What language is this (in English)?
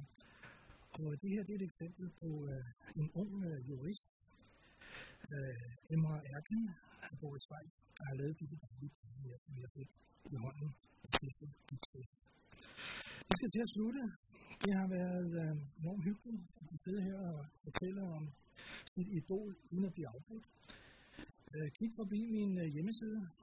Danish